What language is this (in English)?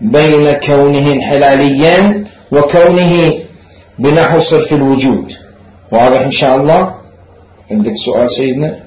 Mesopotamian Arabic